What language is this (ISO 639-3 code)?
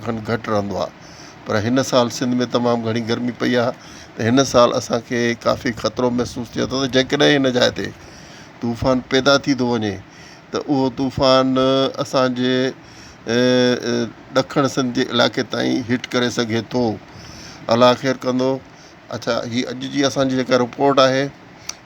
snd